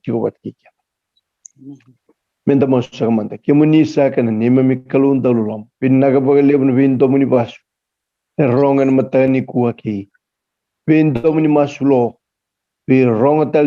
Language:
Fijian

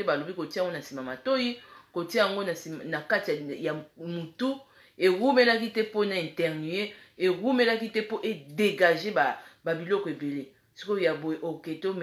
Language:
Lingala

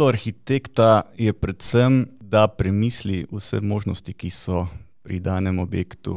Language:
Slovenian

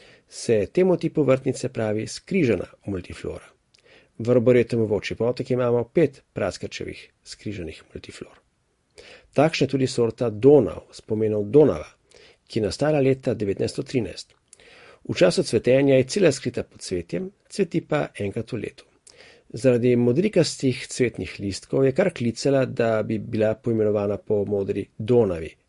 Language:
Slovenian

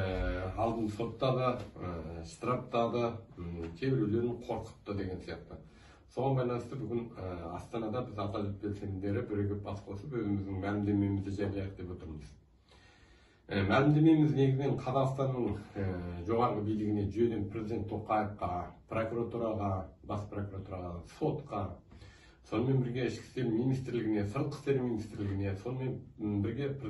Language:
Kazakh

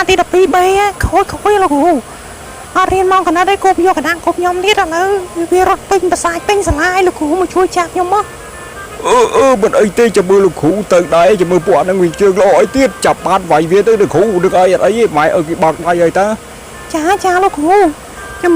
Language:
Khmer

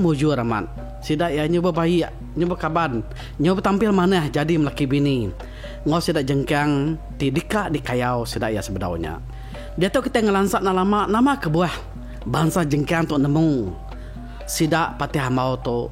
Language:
Iban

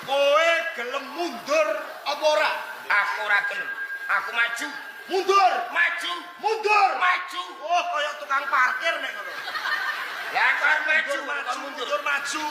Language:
Javanese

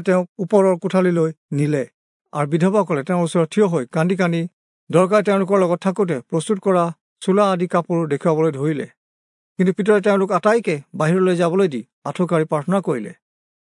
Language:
Assamese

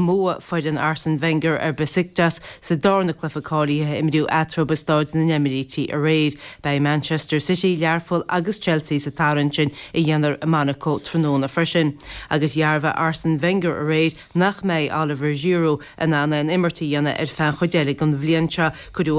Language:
Irish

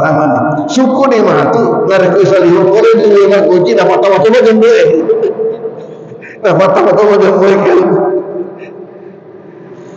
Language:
Malay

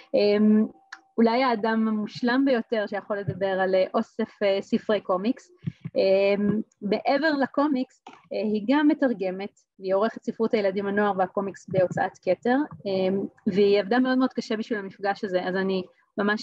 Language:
Hebrew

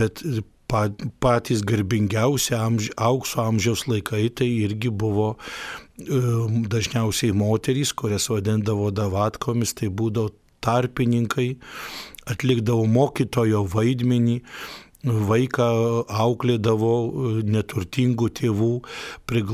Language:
Lithuanian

